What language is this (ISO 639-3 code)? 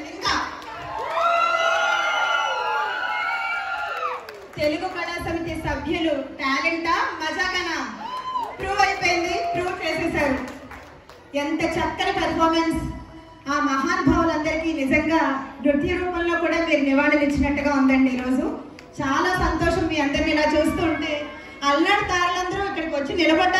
tel